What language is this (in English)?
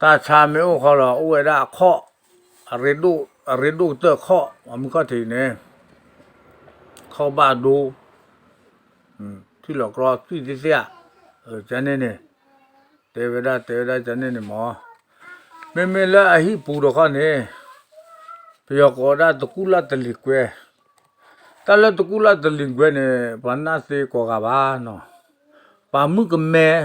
S'gaw Karen